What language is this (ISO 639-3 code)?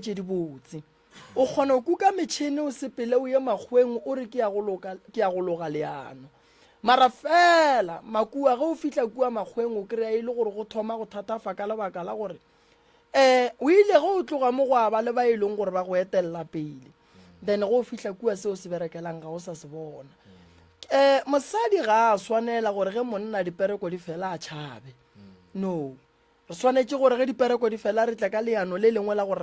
nso